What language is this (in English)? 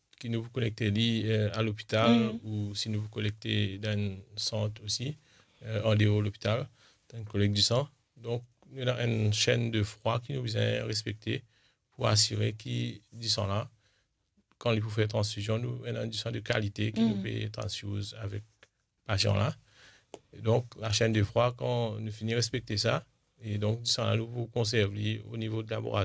Morisyen